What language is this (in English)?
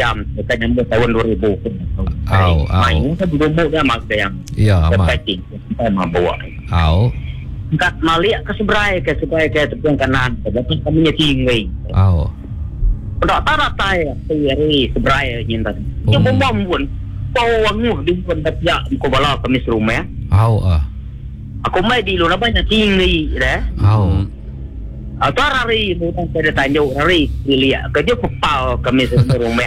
Malay